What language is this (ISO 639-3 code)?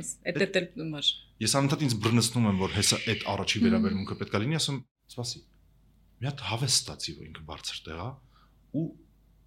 hye